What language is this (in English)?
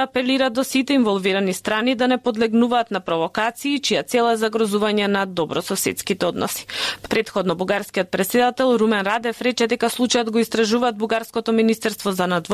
Macedonian